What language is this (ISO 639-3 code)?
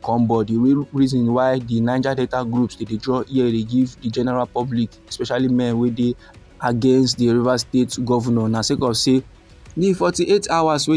pcm